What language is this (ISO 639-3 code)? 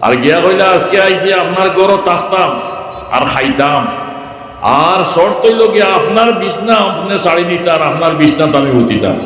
syl